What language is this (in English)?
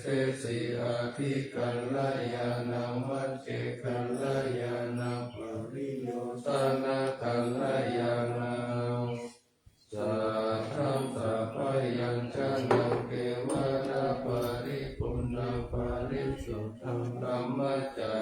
Pali